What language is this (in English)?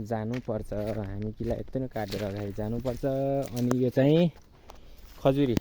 Nepali